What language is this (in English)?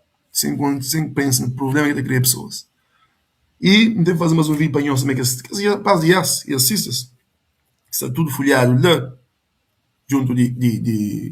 Kabuverdianu